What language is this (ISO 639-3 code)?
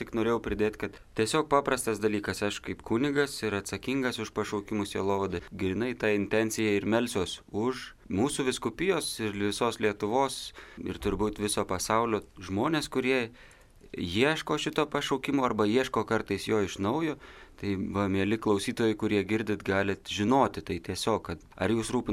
lit